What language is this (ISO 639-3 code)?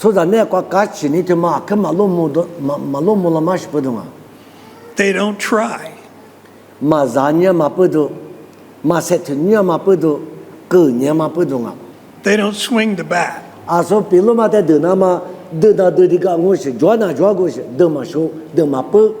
lis